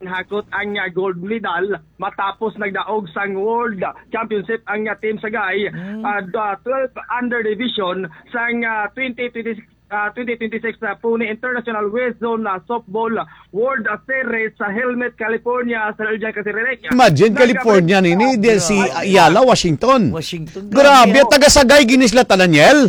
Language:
Hiligaynon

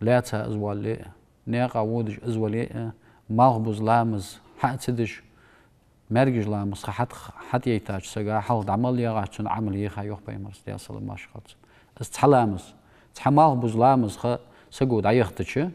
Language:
Ingush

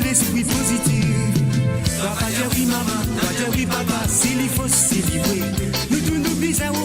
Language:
Morisyen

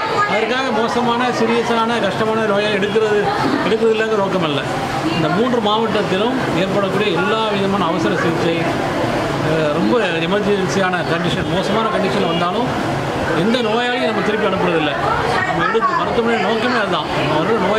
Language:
Tamil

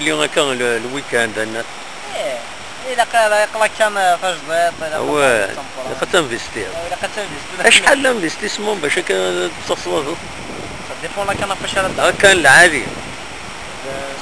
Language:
Kabyle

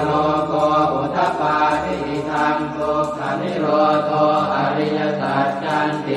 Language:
Pali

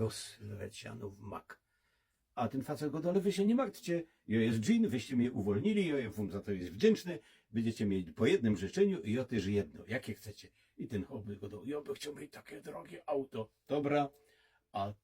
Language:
Silesian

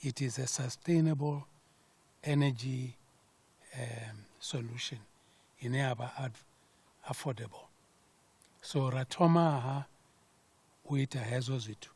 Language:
Venda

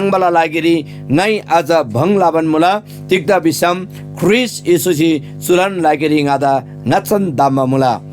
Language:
Eastern Tamang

